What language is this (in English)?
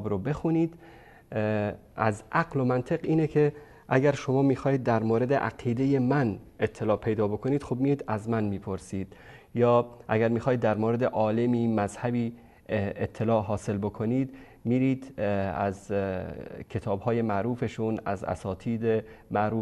Persian